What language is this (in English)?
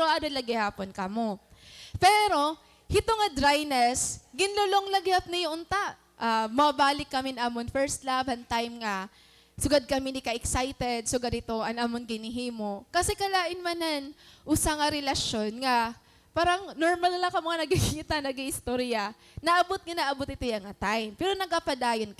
Waray